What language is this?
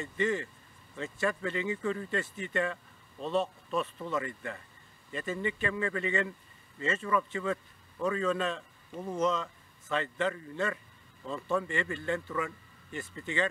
Yakut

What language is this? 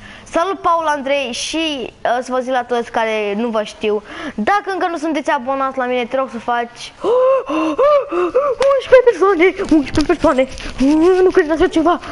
Romanian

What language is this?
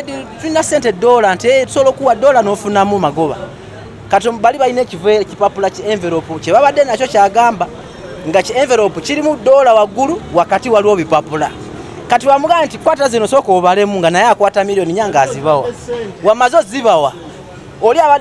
Ganda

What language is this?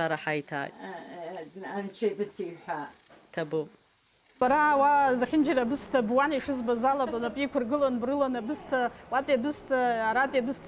Abkhazian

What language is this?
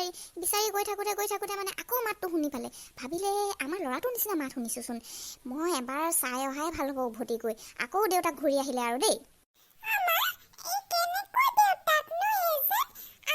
Assamese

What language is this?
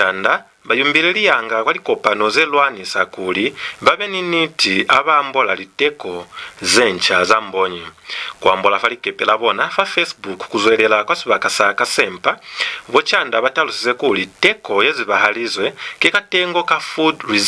Lozi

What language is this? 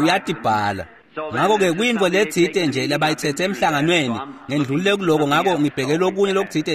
Swati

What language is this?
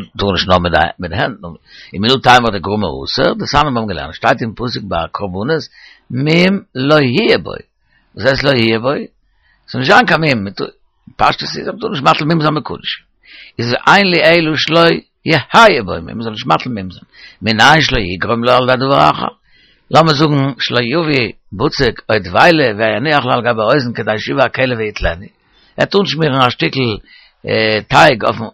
Yiddish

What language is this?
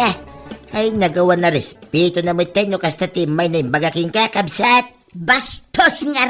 Iloko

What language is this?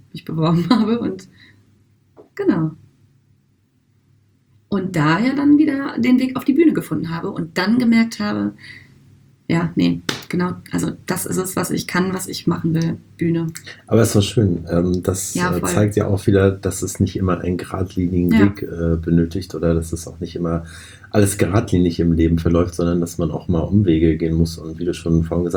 German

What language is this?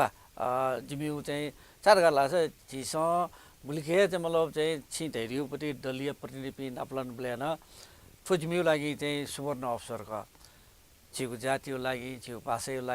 Newari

